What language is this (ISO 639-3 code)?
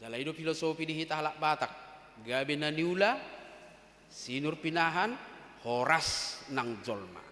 bbc